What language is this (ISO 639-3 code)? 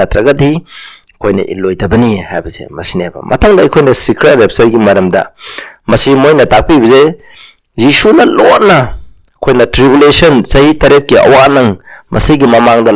mni